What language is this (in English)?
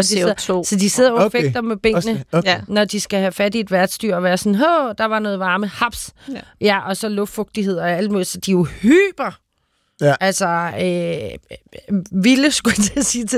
Danish